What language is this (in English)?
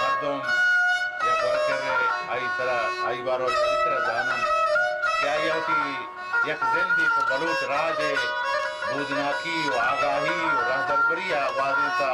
Baluchi